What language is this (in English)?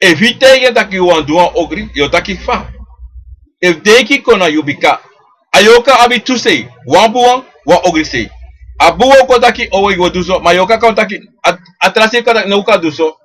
Sranan Tongo